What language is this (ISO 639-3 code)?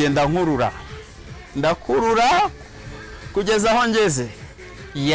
kin